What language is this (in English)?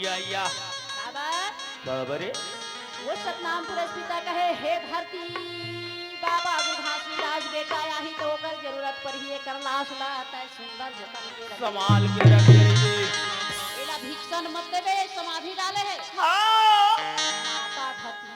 Chhattisgarhi